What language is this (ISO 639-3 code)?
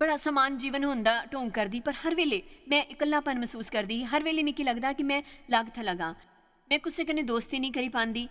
doi